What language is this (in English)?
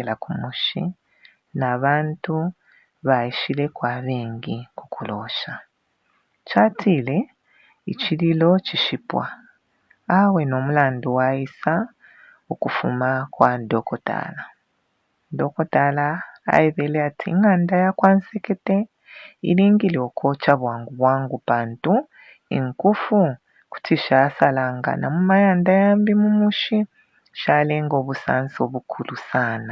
Bemba